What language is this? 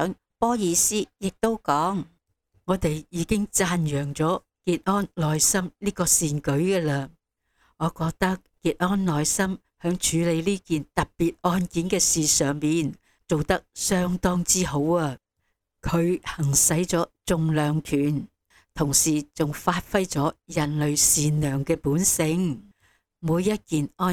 Cantonese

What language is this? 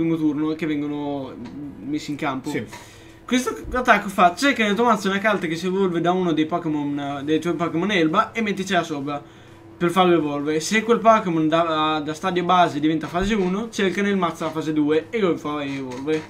Italian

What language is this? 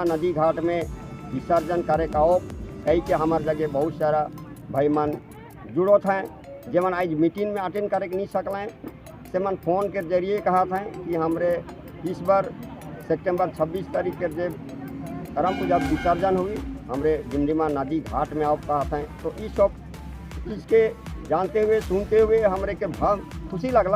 Sadri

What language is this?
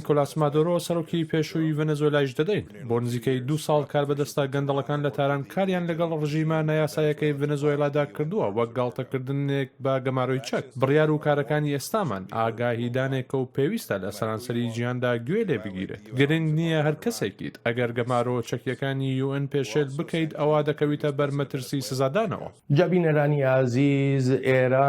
Central Kurdish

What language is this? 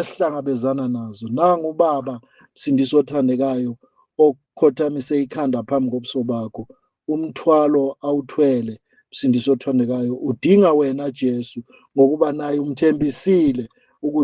Zulu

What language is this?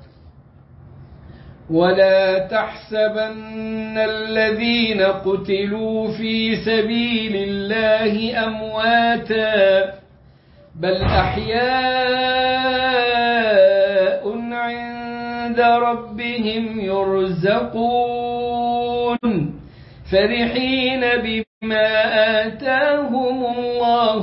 Arabic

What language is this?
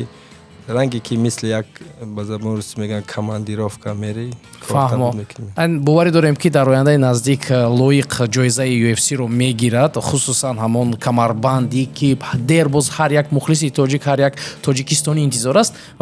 Tajik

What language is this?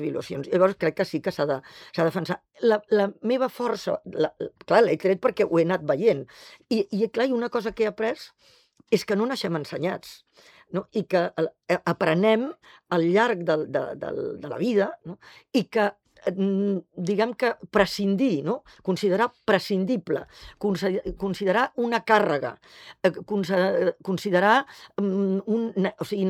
Catalan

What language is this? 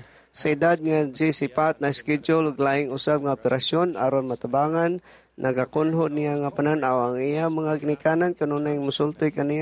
Cebuano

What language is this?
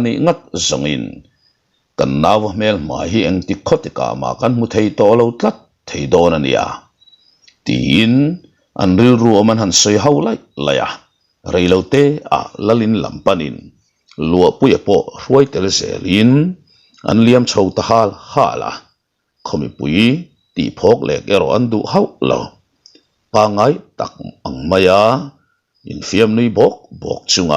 Mizo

